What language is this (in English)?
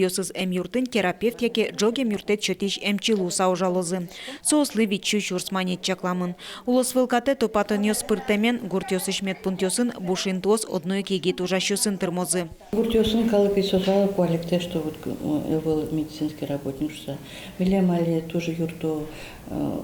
Udmurt